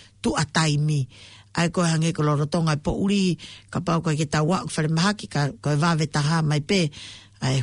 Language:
Tongan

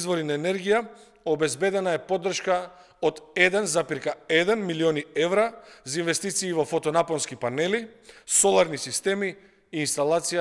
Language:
Macedonian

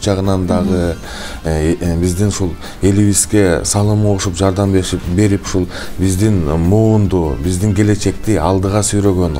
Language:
Kyrgyz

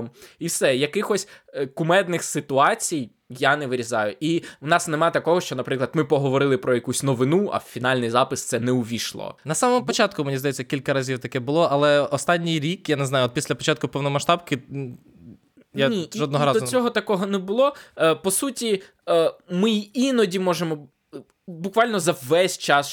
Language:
Ukrainian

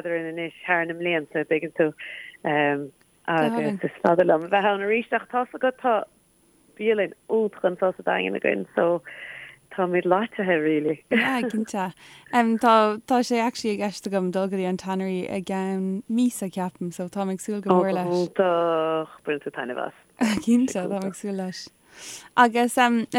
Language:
Irish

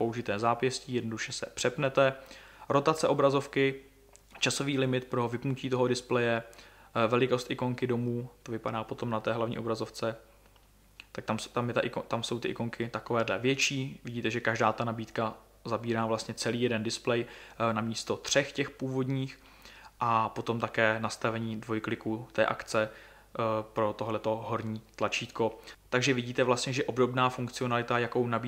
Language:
Czech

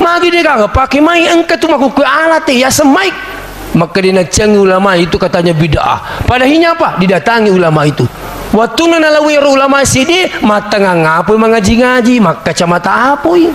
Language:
Buginese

